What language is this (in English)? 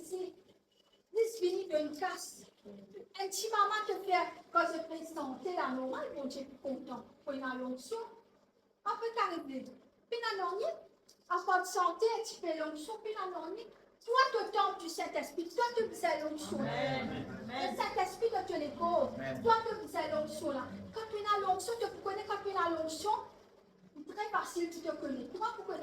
Morisyen